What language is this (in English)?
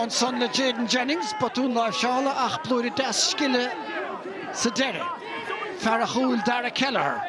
Irish